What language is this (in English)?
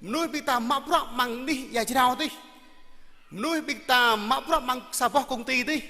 Jarai